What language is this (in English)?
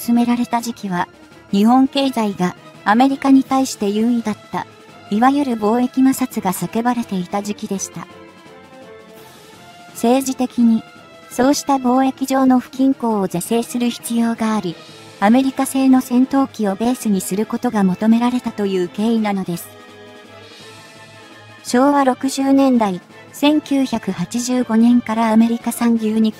Japanese